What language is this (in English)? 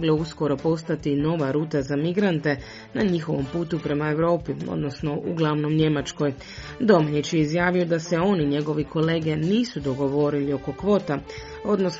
Croatian